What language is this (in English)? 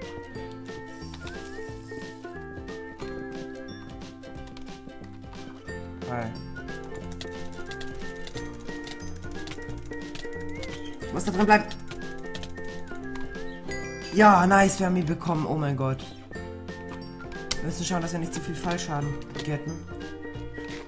German